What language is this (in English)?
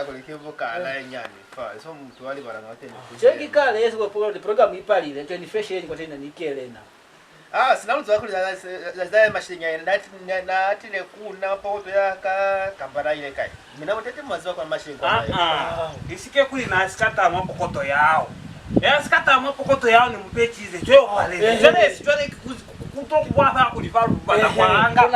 Lozi